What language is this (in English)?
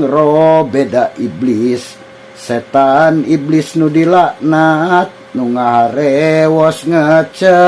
Sundanese